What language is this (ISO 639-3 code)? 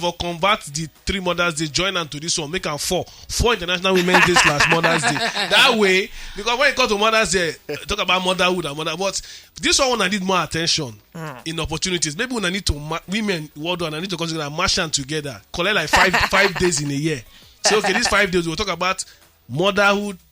pcm